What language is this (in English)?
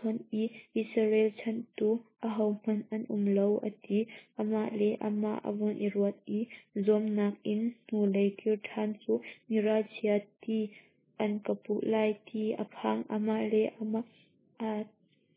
Hakha Chin